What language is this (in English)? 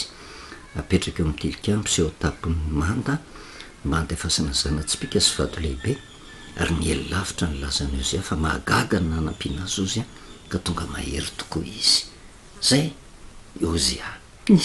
Malagasy